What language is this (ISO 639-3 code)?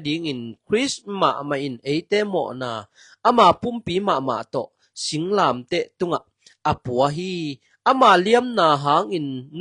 ctd